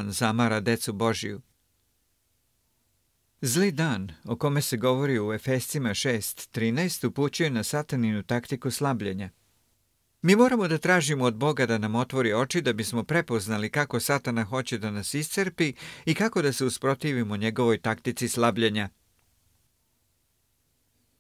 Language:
Serbian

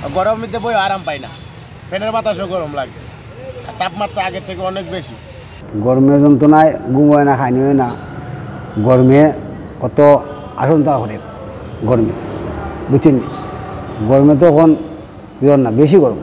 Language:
Sylheti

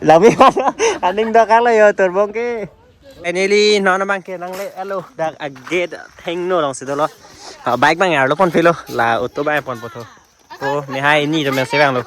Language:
Karbi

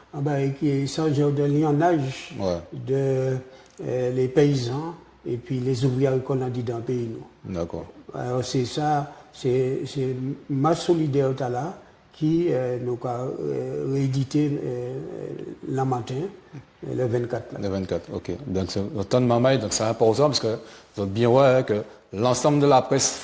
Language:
Guadeloupean Creole French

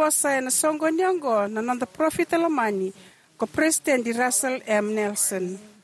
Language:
Fijian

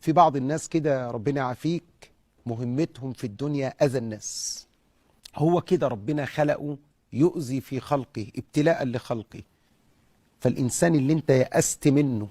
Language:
Egyptian Arabic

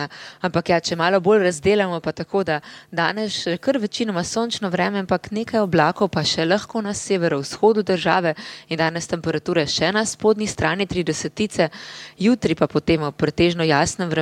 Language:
Slovenian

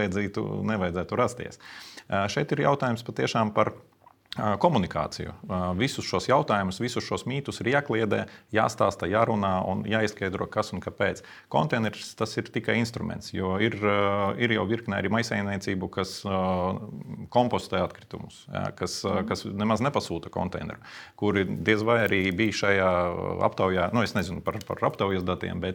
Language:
Latvian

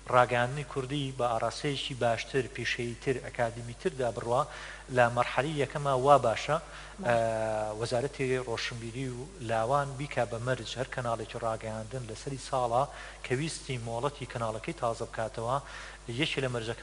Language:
Central Kurdish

